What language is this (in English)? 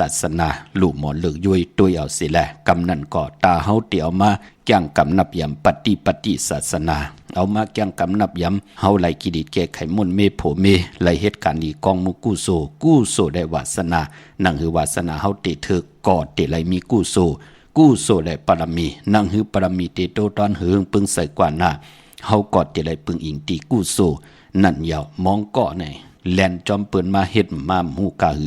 Shan